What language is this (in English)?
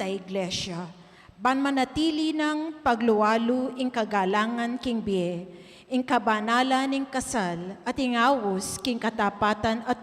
Pampanga